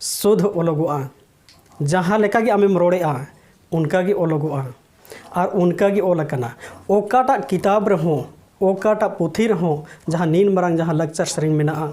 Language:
Santali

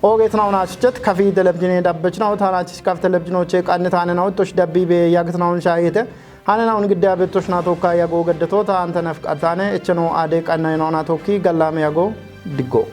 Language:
Kafa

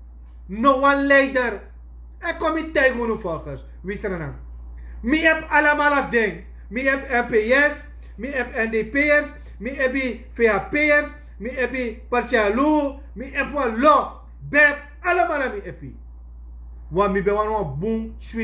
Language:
Sranan Tongo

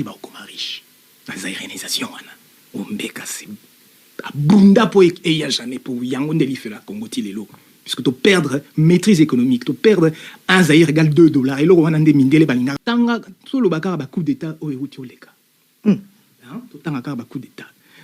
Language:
Lingala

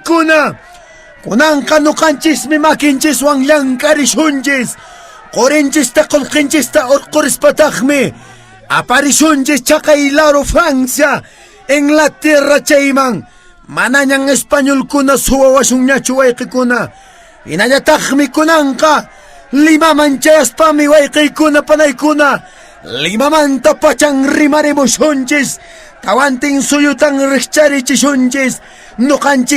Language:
Quechua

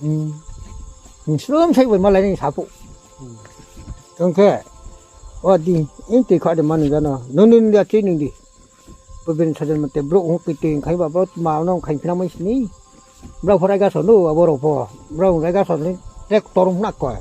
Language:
Riang (India)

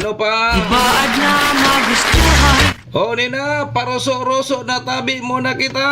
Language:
Bikol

